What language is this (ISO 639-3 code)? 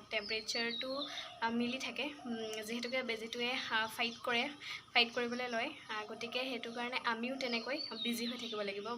asm